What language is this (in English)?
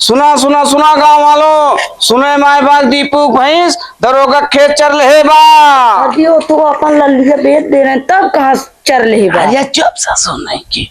Awadhi